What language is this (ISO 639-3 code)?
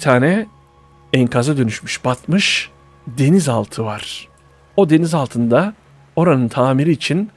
tur